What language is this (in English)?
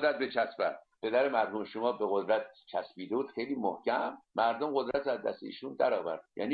Persian